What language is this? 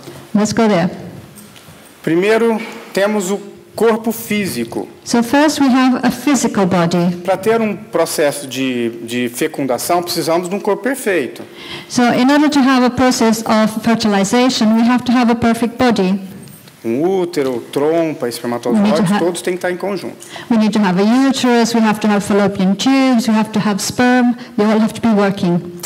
Portuguese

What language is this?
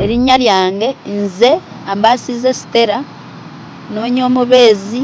Ganda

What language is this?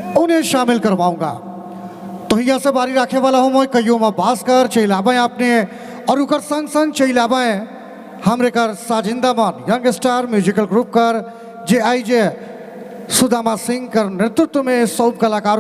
Sadri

